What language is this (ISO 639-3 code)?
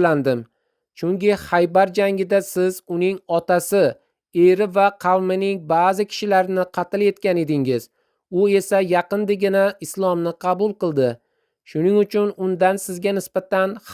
uzb